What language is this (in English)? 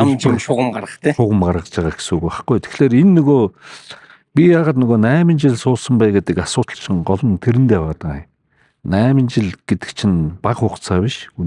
Mongolian